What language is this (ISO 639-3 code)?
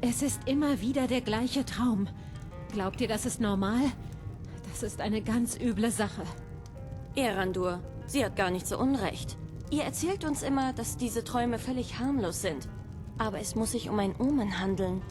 bar